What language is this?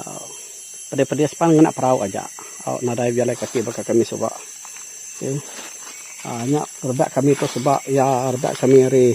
Iban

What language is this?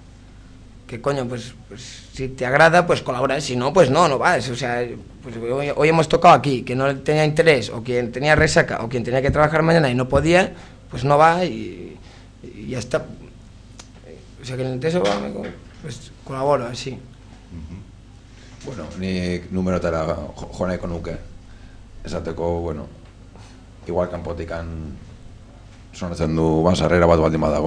Basque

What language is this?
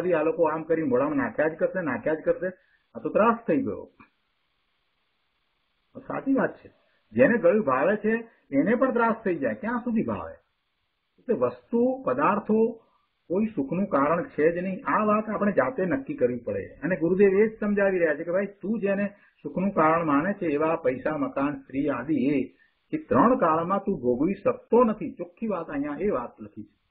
Gujarati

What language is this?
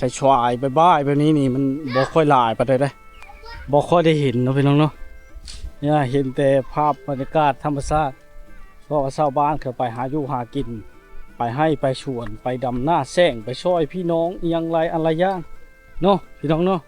Lao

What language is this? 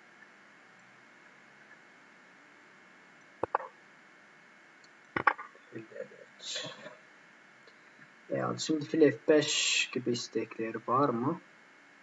Turkish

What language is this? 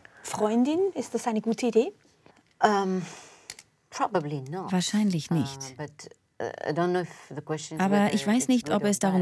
Swiss German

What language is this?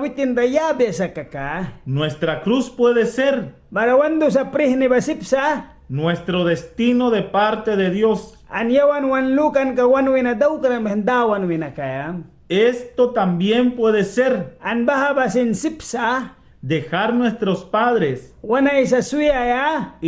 Mískito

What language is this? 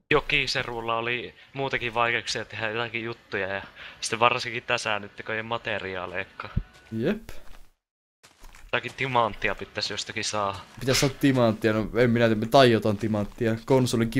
Finnish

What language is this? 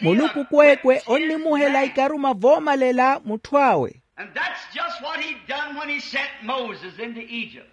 Makhuwa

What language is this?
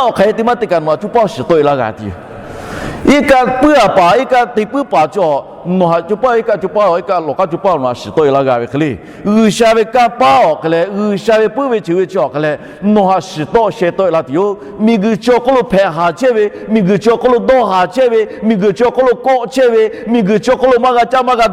Lahu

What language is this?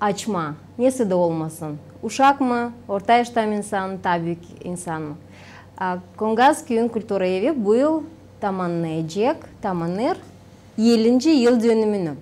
Gagauz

